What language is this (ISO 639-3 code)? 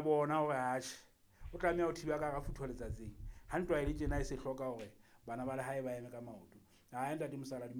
sot